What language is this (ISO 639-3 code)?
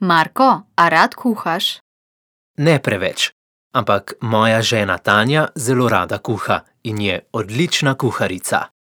slv